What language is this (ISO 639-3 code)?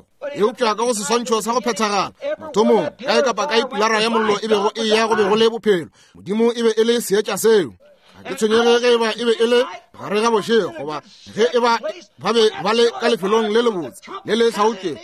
nso